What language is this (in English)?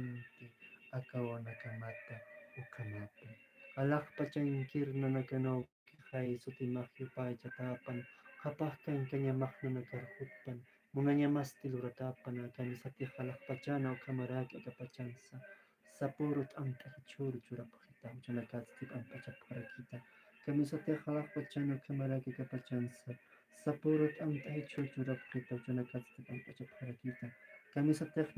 Aymara